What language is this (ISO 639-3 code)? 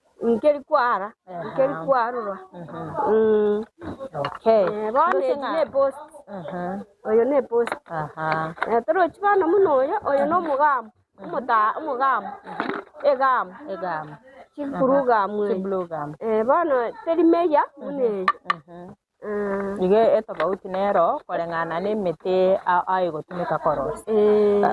guz